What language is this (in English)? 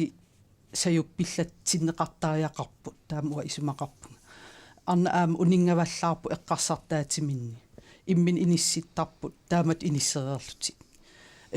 Kalaallisut